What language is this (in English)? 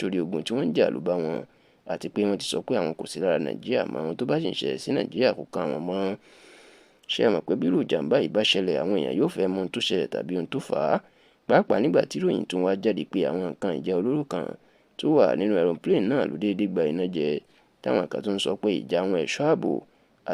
Yoruba